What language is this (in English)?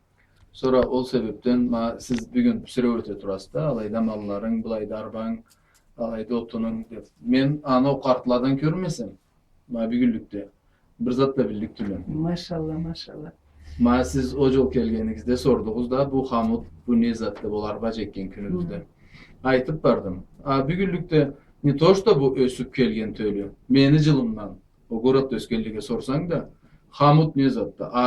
Karachay-Balkar